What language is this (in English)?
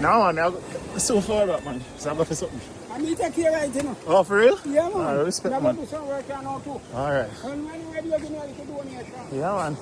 Jamaican Creole English